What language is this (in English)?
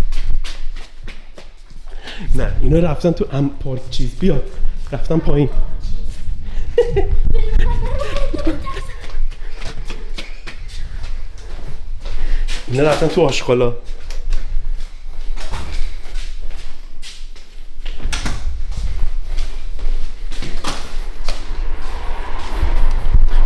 Persian